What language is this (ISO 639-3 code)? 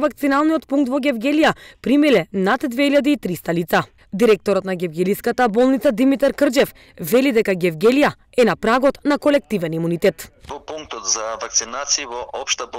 mkd